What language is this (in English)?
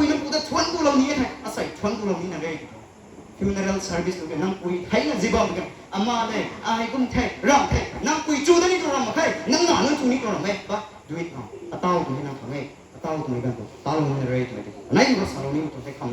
Rongmei Naga